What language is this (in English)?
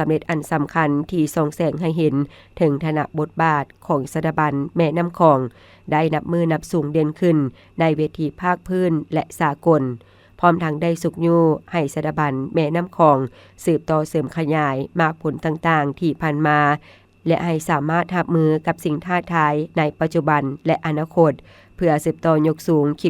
Lao